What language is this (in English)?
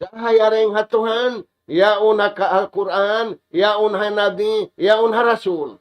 Tausug